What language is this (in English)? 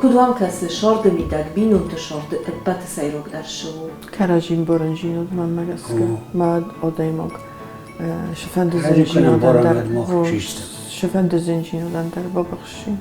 Ossetic